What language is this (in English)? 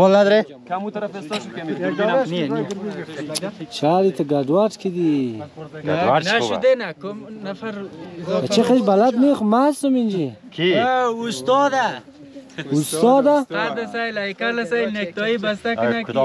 Persian